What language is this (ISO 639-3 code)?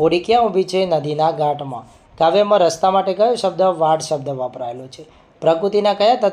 guj